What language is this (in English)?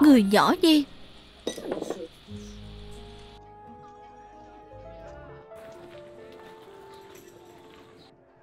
Vietnamese